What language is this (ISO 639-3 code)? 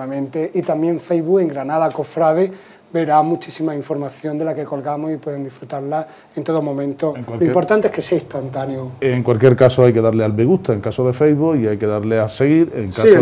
spa